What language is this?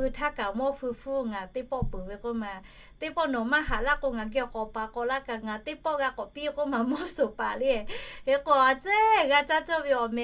Lahu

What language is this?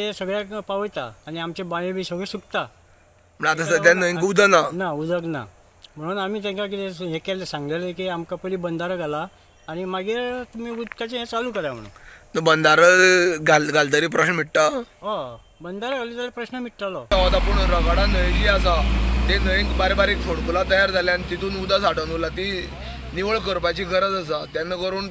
Konkani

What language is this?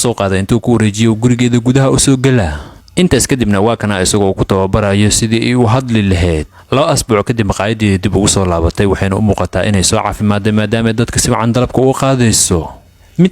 Somali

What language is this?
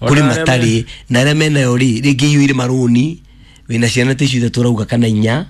Kikuyu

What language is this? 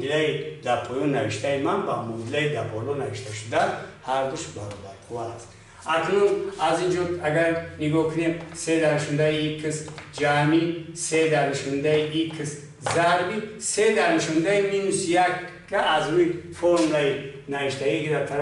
Tajik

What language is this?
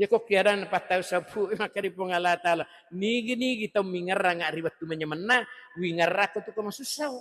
Buginese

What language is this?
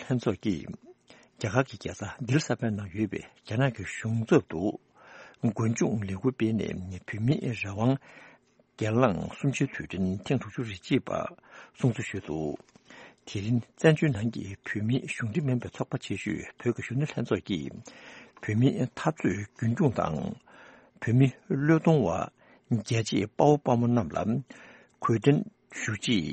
Tibetan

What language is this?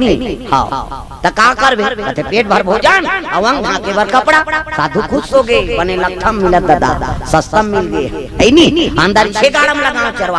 Chhattisgarhi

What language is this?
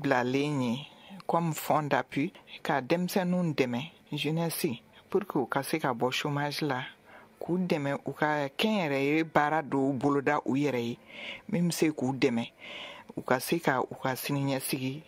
Bambara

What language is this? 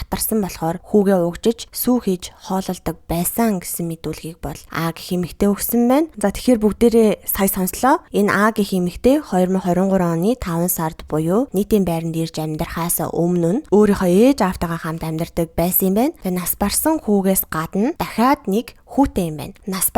Mongolian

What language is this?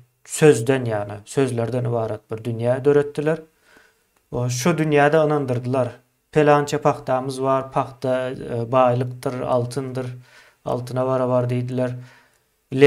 Turkmen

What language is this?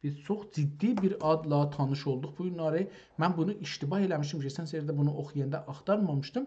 South Azerbaijani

